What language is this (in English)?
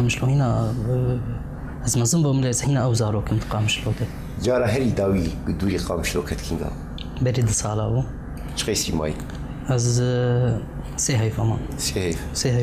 Kurdish